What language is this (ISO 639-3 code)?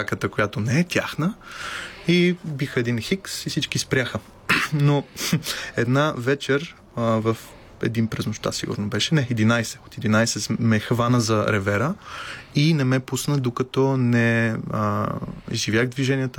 bul